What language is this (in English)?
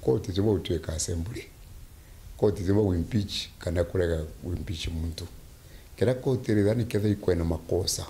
Meru